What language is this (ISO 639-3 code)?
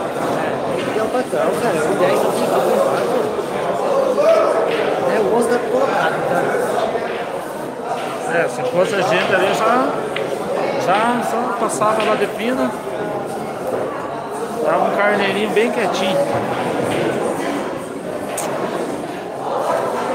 por